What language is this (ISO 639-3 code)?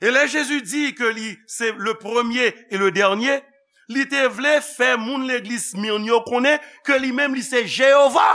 hat